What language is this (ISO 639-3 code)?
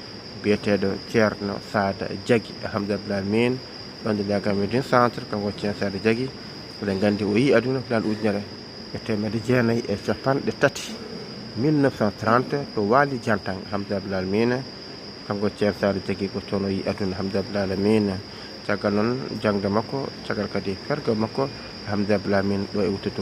ful